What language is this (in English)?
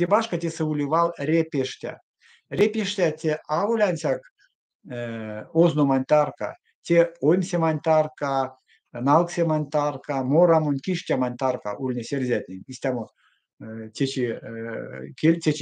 Erzya